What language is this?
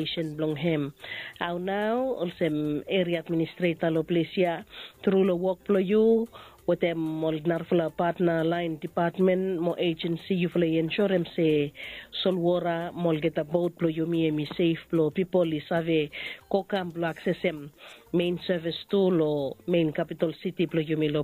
Bislama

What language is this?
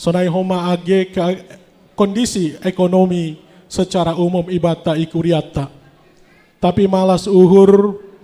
Batak Simalungun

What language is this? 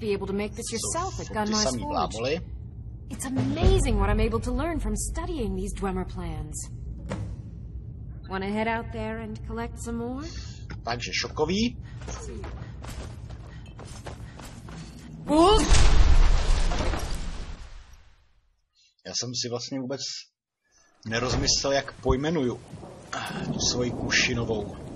Czech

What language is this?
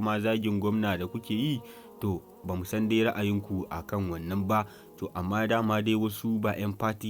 Hausa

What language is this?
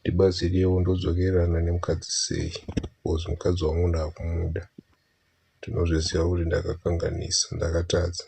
Shona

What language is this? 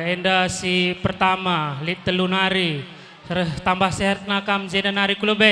Batak Karo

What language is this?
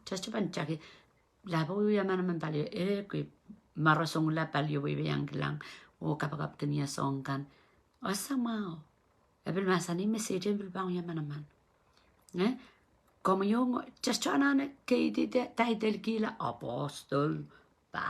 Pohnpeian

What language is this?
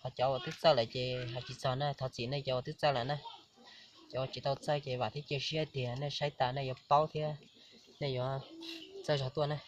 Hmong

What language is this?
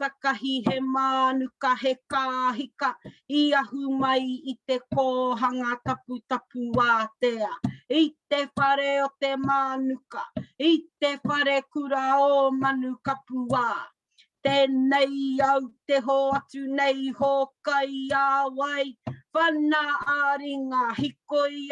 Māori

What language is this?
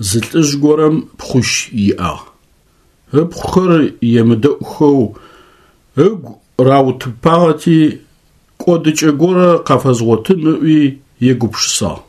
Adyghe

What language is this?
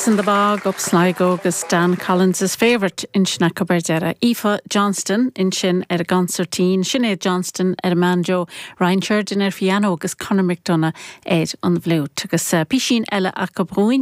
Irish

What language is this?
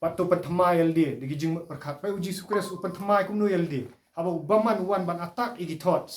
Khasi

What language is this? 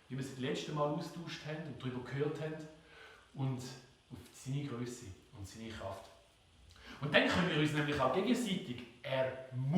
Swiss German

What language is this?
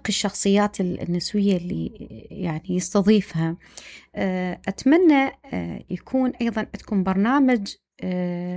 Mesopotamian Arabic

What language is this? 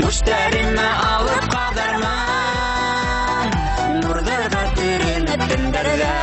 Bashkir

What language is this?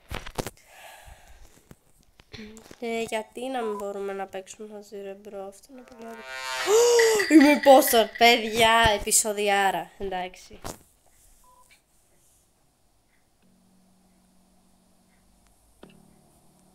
Greek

